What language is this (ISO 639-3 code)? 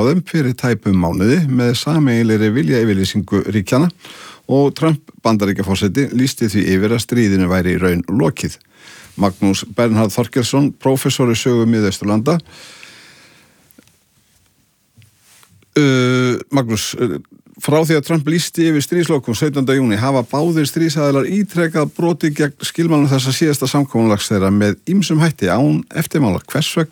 isl